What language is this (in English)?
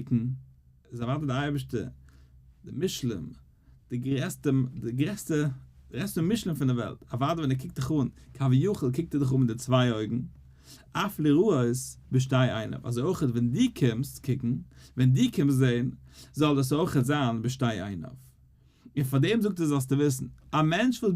Yiddish